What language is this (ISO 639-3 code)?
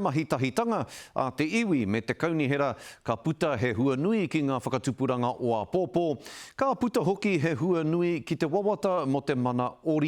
mri